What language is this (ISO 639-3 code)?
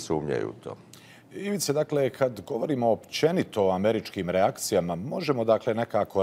hrv